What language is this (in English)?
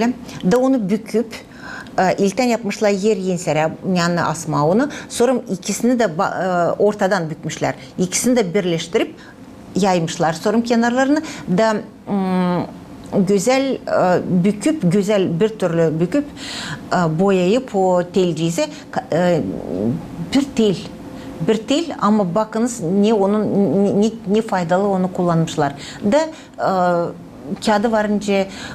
Gagauz